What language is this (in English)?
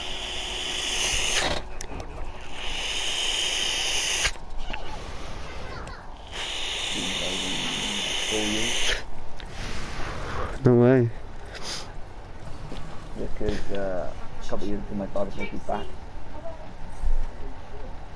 English